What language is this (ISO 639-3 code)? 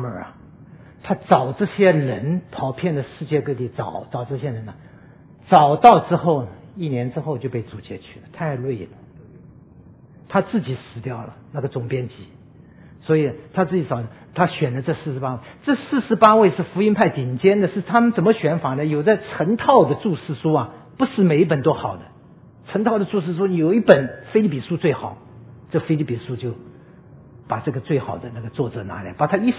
zho